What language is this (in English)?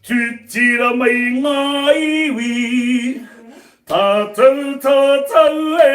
Māori